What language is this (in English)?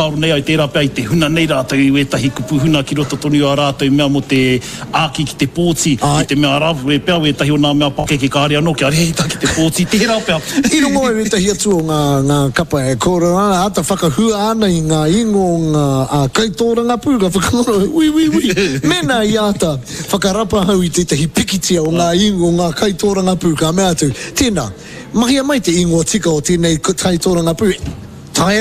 Māori